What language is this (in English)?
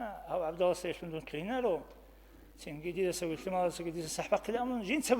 Avaric